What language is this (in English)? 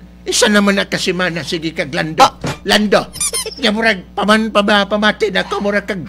Hiligaynon